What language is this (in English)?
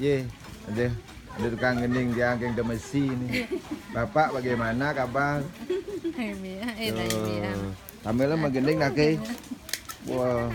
Balinese